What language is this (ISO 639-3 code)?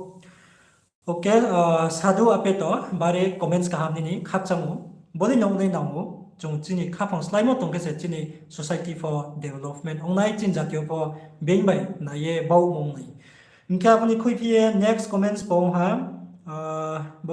ria